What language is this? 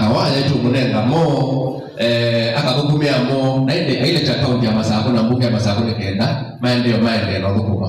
Kamba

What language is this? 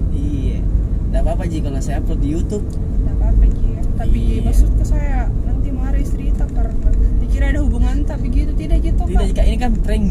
Makassar Malay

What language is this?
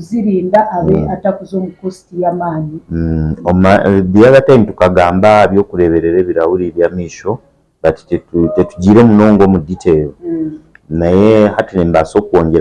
Nyankole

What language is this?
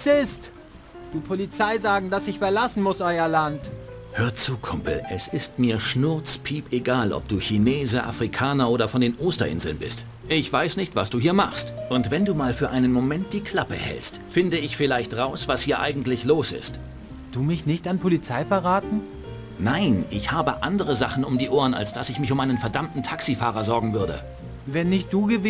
Bavarian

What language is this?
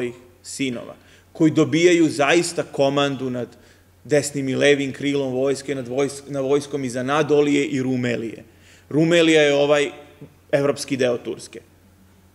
Serbian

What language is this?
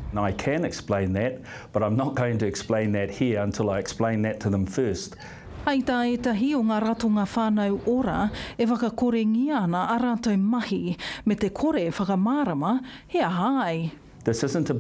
Māori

